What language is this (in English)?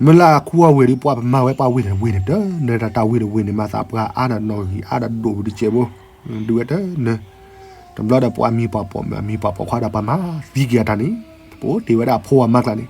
S'gaw Karen